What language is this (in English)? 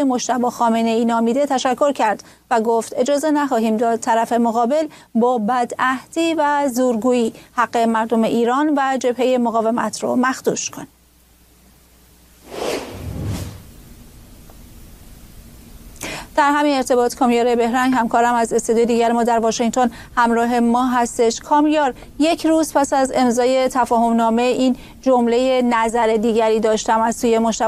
Persian